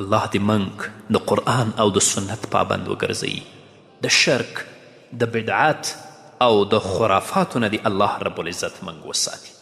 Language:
Pashto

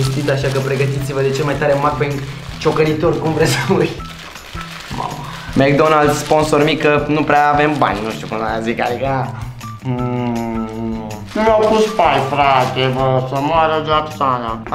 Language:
Romanian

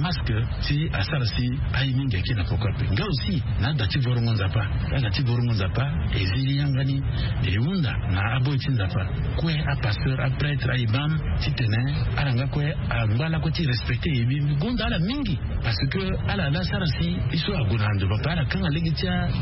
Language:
Sango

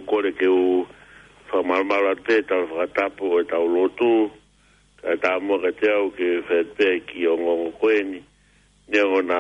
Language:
Tongan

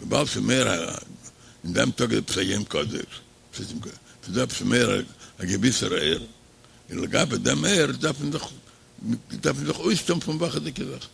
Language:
Yiddish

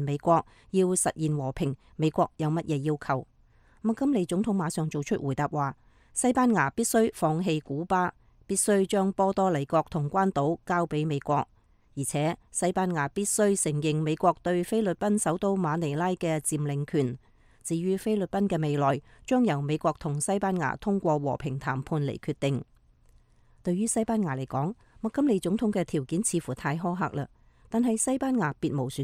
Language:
Cantonese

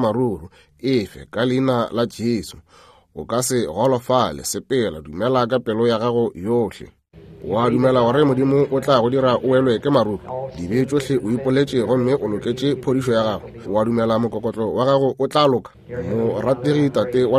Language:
Northern Sotho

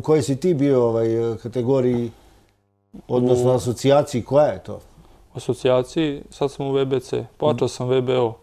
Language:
Serbian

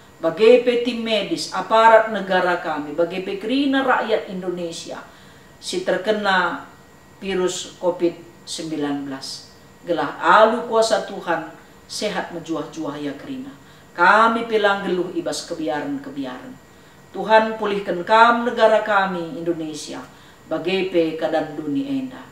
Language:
Batak Karo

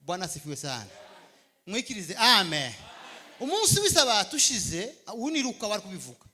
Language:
Kinyarwanda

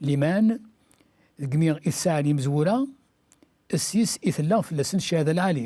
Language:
Kabyle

